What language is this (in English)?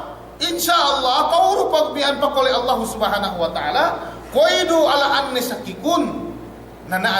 Yakan